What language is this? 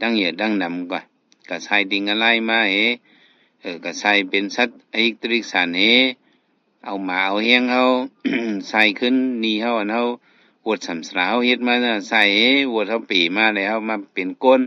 Shan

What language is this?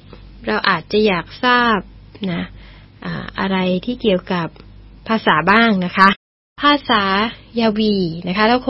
Thai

